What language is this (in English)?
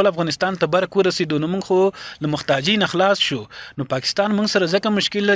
Pashto